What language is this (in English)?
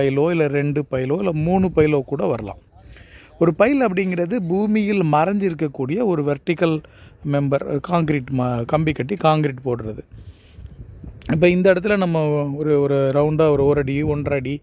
Tamil